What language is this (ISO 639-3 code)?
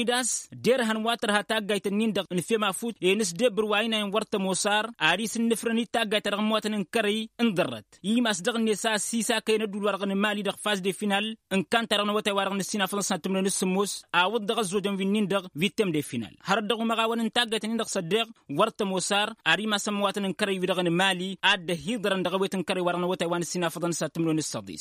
taq